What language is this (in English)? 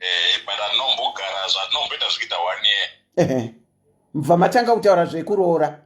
Shona